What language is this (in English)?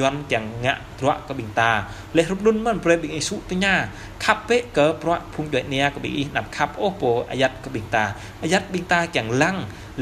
Jarai